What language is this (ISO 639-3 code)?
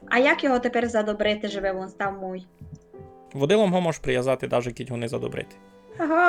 rue